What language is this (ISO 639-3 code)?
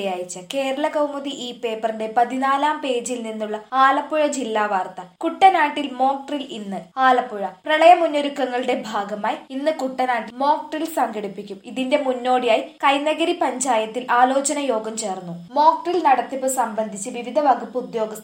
mal